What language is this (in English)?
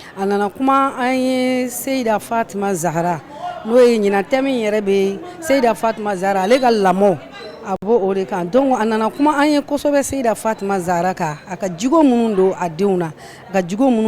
Bambara